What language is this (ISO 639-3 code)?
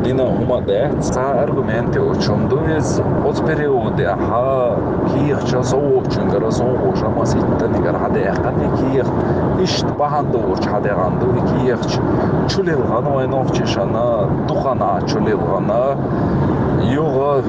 che